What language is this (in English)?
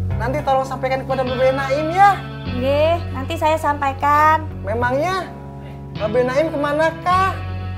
Betawi